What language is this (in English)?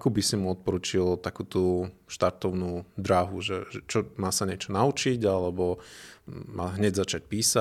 Slovak